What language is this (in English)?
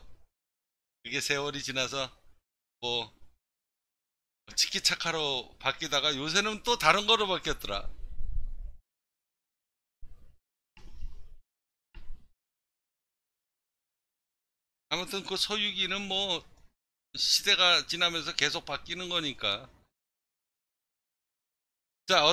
Korean